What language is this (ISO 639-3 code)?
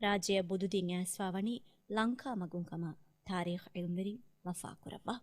div